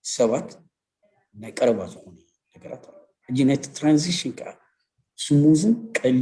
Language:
Tigrinya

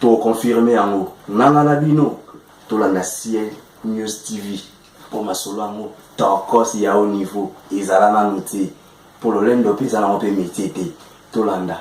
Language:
Lingala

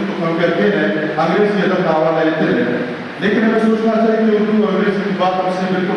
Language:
Brahui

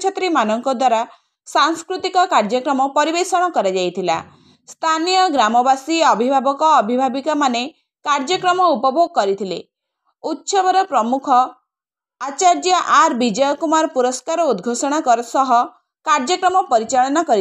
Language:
Odia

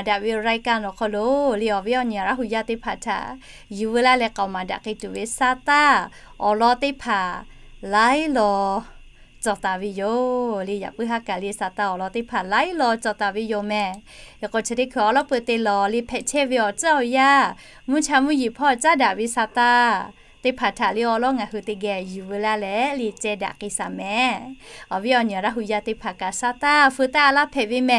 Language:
Lahu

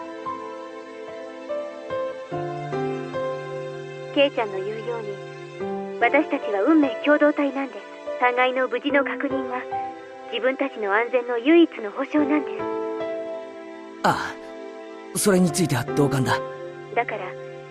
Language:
Japanese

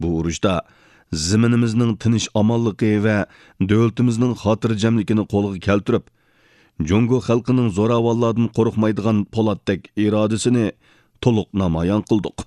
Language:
Uyghur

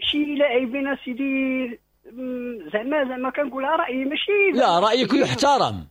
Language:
Moroccan Arabic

